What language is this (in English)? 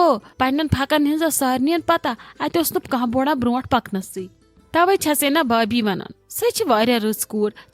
Kashmiri